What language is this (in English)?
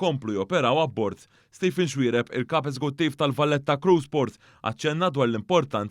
Maltese